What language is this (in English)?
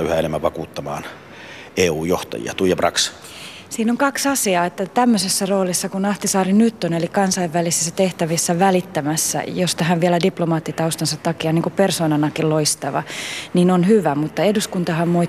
Finnish